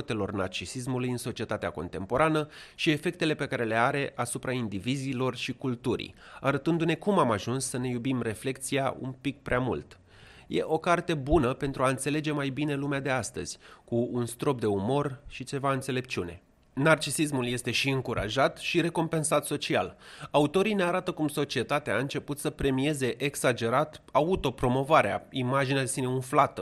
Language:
Romanian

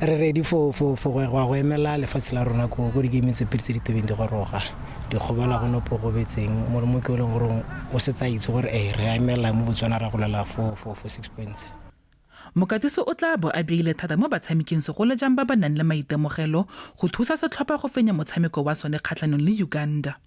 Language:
Tswana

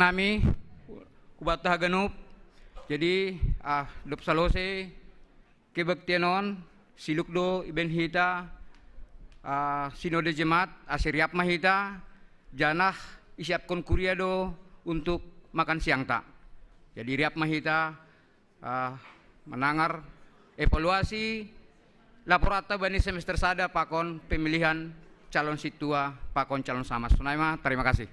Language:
Batak Simalungun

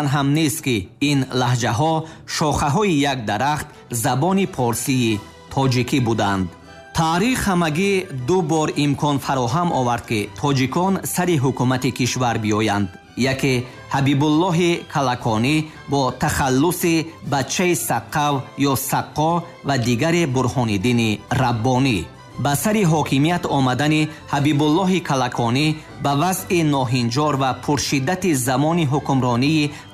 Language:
Tajik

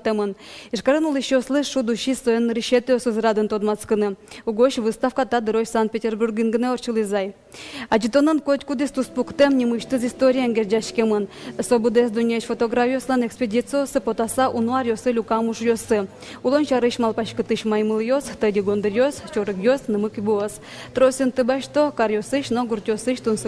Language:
Udmurt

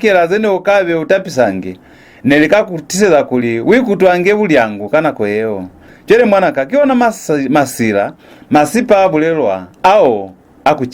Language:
Lozi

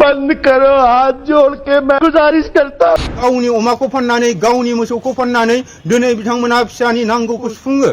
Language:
Bodo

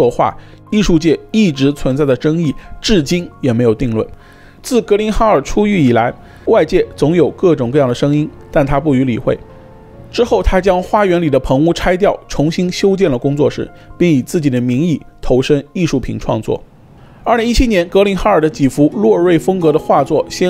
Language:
Chinese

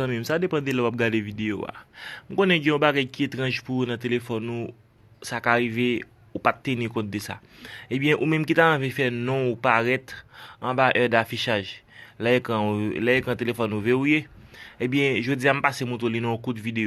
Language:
Haitian Creole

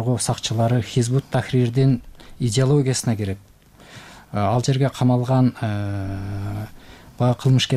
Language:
Kyrgyz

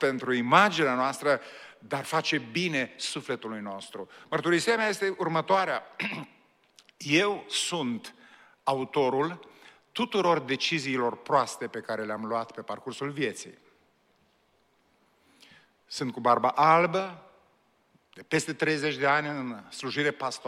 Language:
Romanian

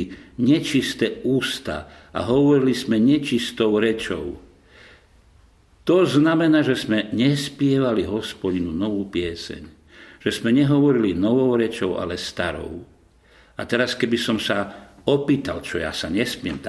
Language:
Slovak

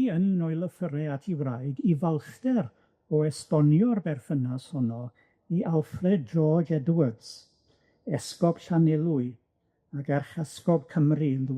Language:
Welsh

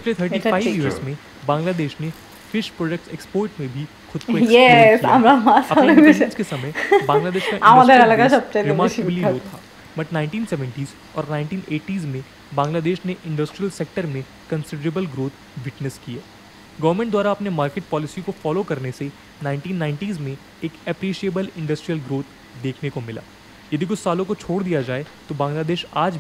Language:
Hindi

